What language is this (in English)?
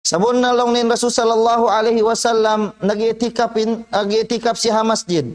Tausug